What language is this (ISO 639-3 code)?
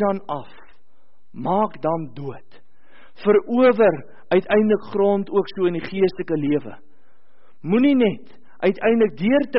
afr